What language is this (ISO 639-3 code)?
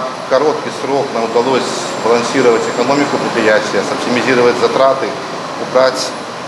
bel